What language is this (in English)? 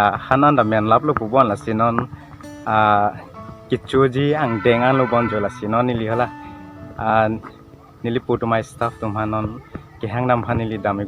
Karbi